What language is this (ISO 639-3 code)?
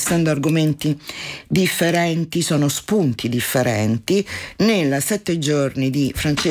ita